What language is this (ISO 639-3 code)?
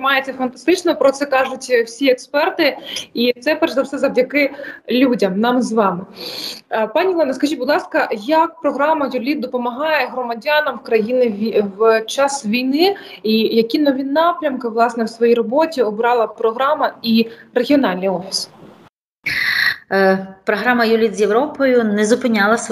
ukr